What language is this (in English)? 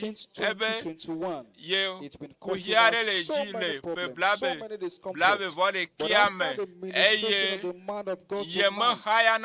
Ewe